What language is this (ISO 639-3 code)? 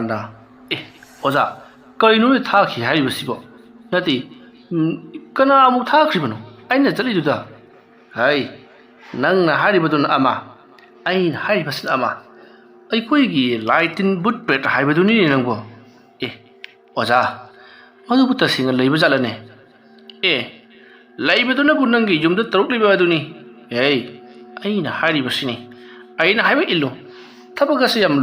mni